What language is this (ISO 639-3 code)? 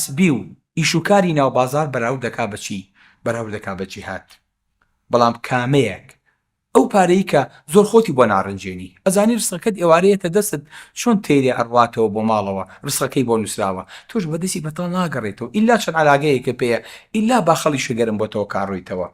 ckb